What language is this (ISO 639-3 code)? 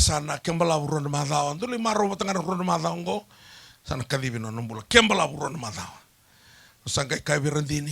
fij